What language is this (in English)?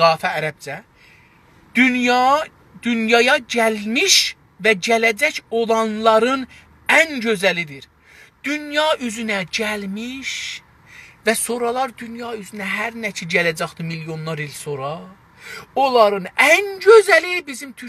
South Azerbaijani